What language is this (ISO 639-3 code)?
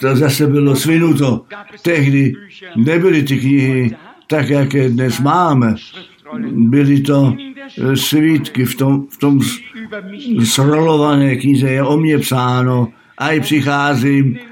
ces